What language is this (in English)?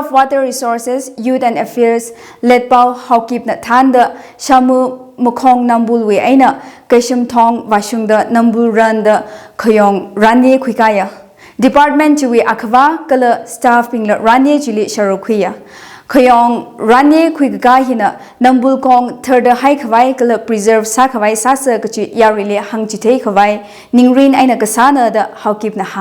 Tangkhul Naga (India)